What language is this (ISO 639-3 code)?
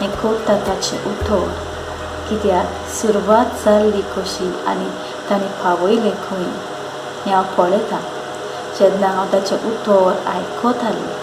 kok